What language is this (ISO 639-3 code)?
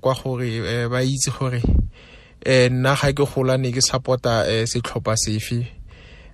tsn